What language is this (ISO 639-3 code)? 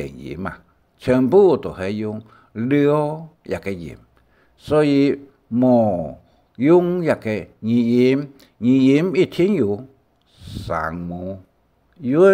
hak